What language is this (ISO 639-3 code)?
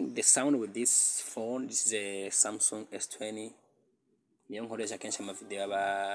run